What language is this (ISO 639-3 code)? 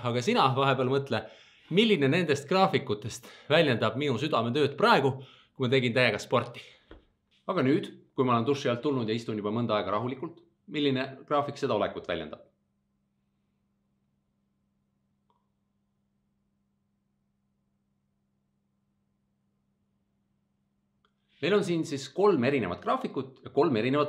est